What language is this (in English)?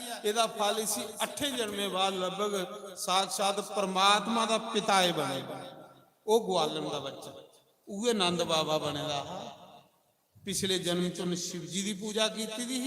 Dogri